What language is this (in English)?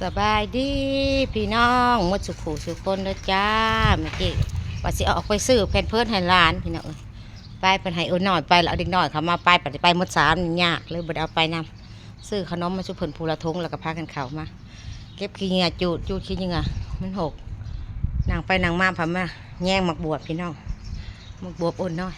Northeastern Thai